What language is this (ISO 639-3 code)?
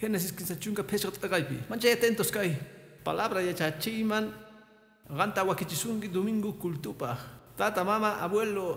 que